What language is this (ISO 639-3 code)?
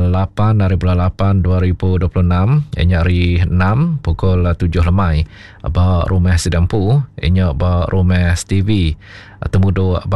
iba